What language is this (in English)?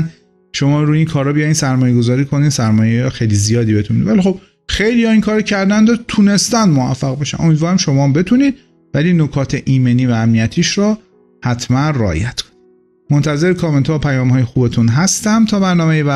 Persian